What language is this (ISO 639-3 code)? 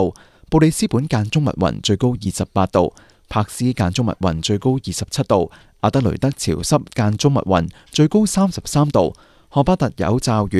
yue